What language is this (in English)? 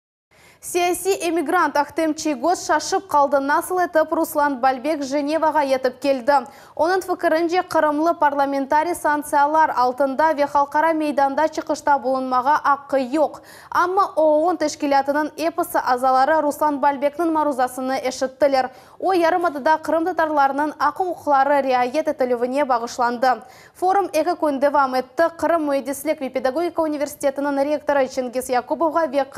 Crimean Tatar